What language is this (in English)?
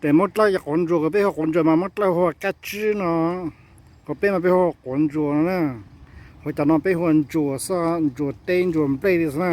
Hmong